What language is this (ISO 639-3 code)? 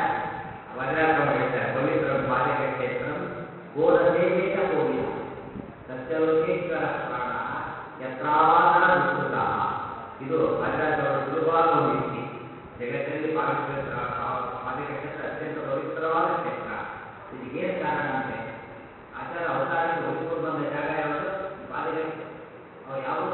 kan